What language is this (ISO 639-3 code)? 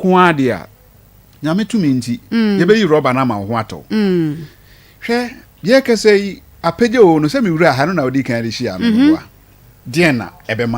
aka